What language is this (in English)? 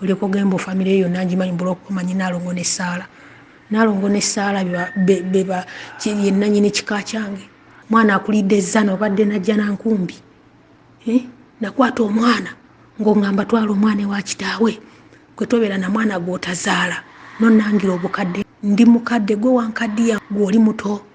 Ganda